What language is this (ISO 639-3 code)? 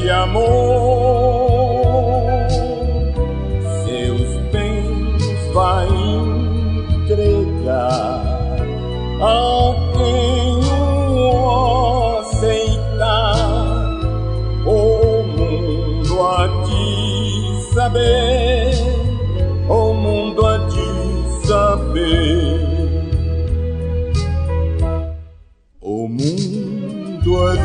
por